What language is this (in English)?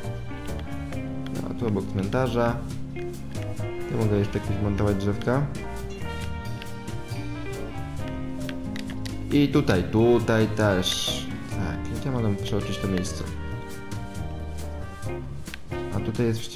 Polish